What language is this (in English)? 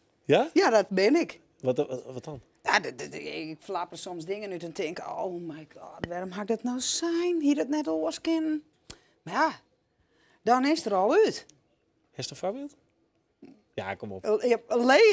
Western Frisian